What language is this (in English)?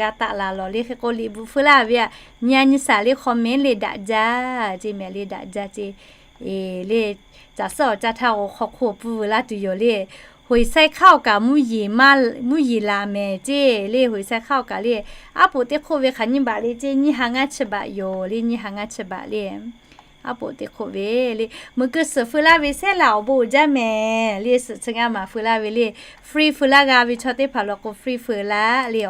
Lahu